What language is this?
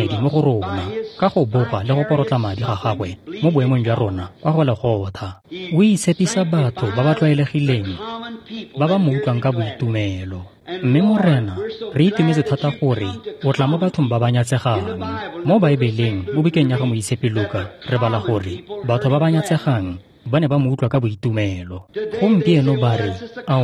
Tswana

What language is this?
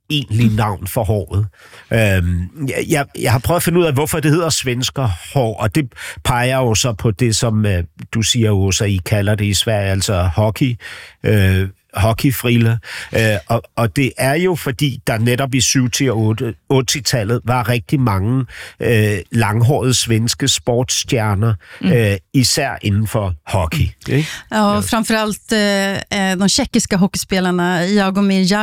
Danish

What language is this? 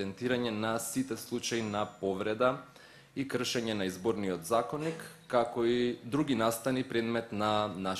Macedonian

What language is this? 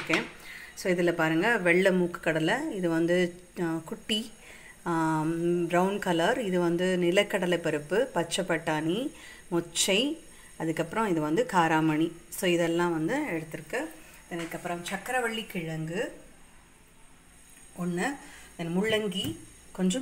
Tamil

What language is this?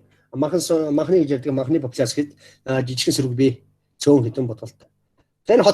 Mongolian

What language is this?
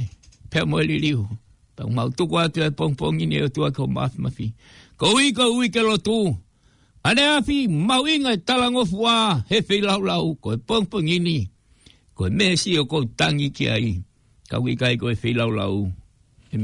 Tongan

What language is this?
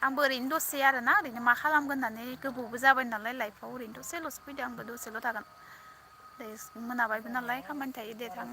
Bodo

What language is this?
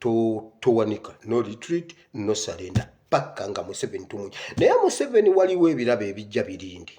Ganda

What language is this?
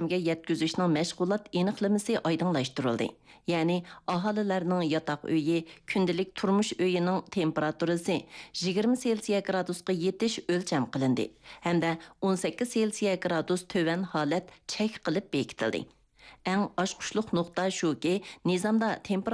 Uyghur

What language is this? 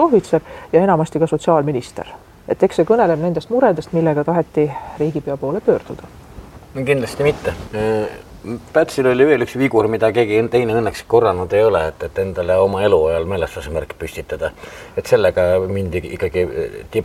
Estonian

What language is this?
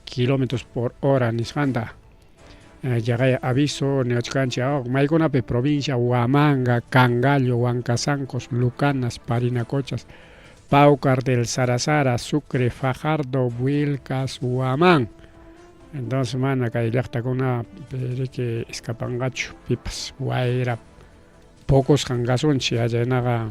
Ayacucho Quechua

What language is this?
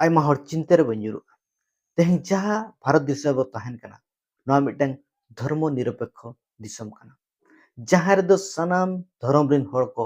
Santali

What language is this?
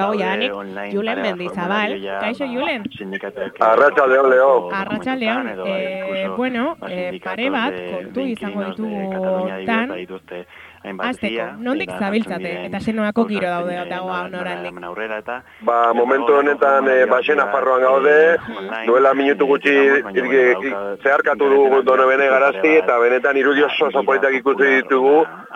Basque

